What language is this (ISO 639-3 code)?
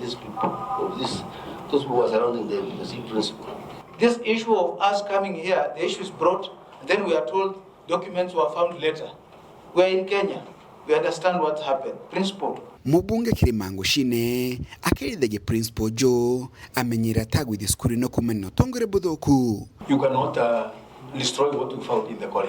mer